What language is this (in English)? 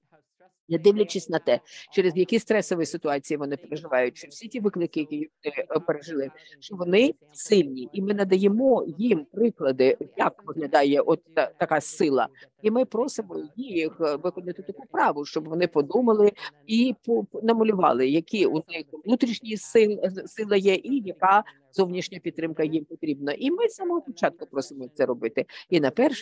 Ukrainian